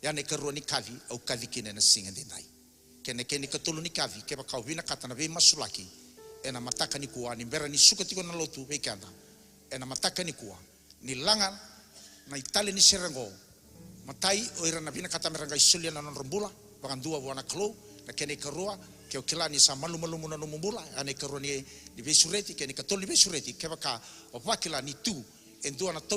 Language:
Fijian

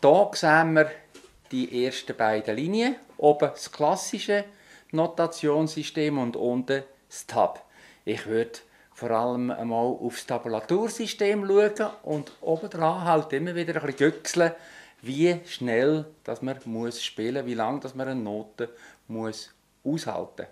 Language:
Swiss German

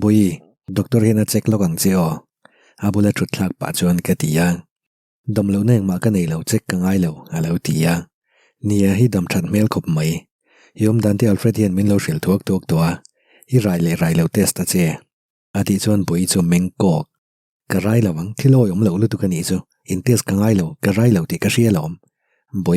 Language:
Mizo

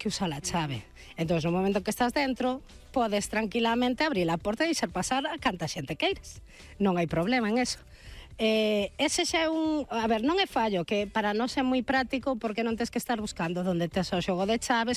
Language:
Galician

